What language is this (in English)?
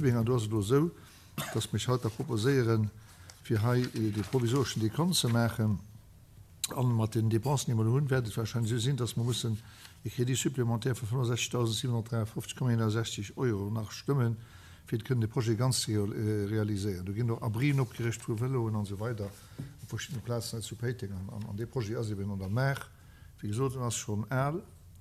Luxembourgish